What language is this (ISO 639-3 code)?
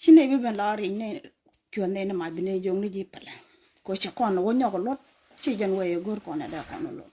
nus